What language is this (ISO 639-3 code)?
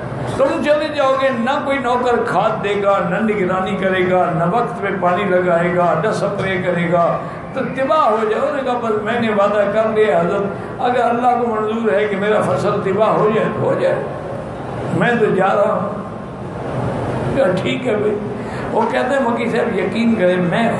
urd